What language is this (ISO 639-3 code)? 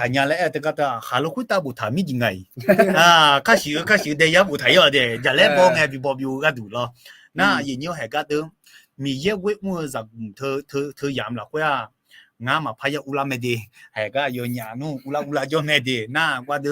ahk